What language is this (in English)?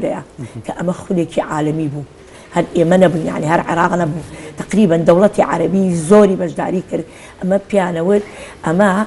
Central Kurdish